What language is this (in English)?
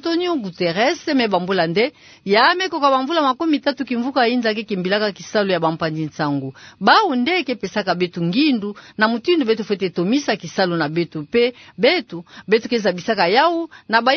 Kituba (Democratic Republic of Congo)